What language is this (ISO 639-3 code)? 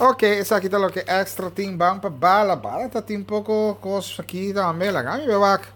pap